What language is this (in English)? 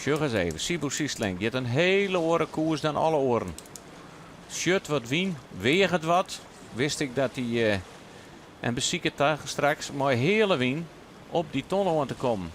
Western Frisian